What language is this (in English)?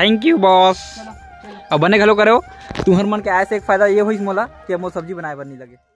Chhattisgarhi